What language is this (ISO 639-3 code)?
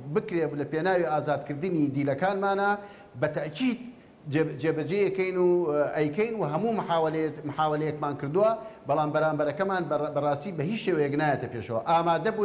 ckb